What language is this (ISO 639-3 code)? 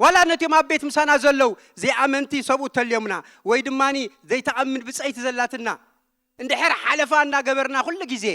tir